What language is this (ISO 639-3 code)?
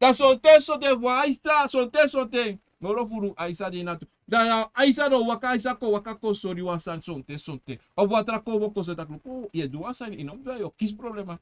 srn